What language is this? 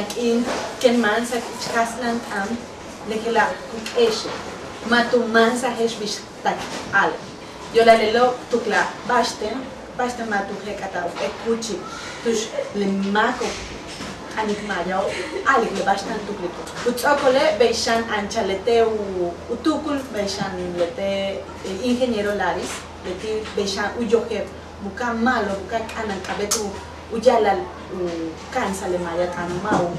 Yucateco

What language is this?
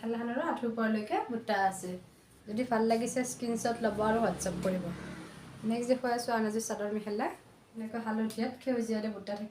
Assamese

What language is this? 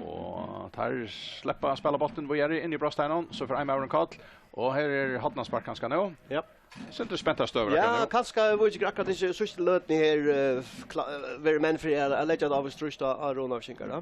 Faroese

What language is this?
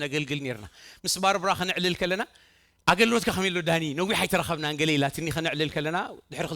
Tigrinya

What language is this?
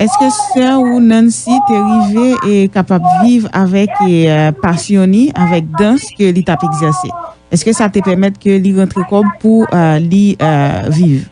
Haitian Creole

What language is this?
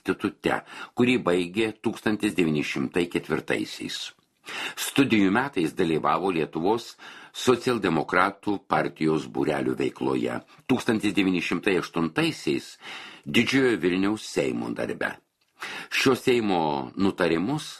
Lithuanian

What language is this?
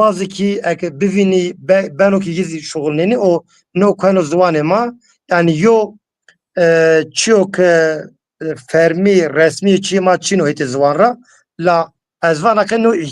Zaza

